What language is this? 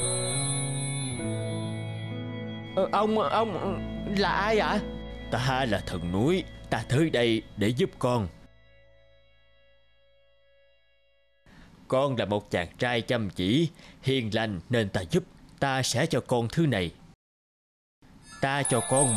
Vietnamese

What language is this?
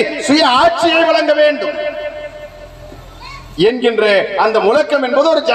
Tamil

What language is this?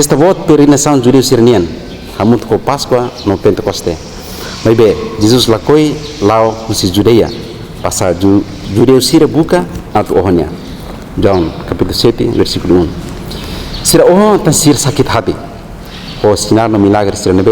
Tetum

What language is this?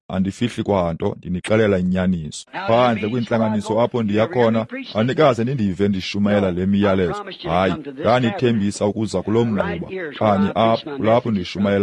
Xhosa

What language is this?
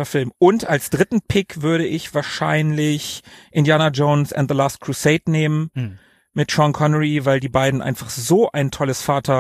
German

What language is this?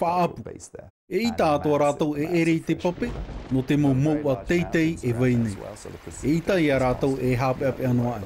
Tahitian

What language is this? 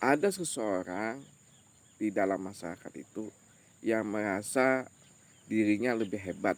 Banjar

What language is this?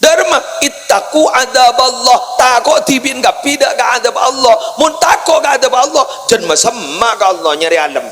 Madurese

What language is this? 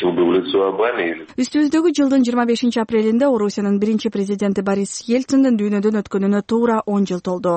Kyrgyz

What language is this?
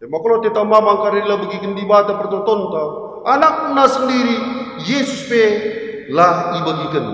Batak Karo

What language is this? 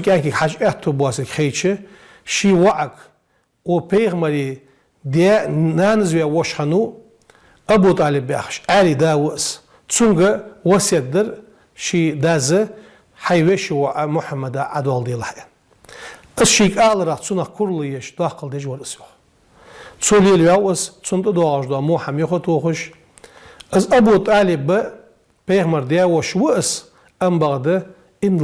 Ingush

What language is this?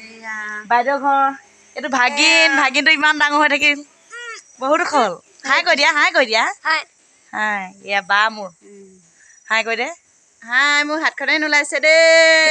Assamese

